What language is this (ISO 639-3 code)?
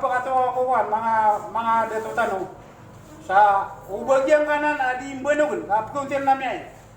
mrw